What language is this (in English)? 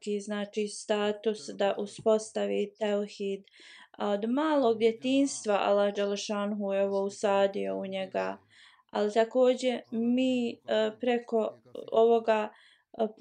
Bosnian